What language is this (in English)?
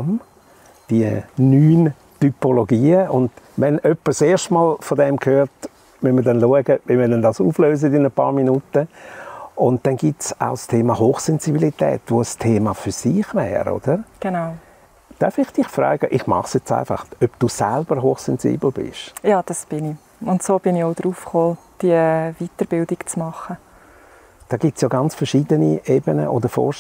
Swiss German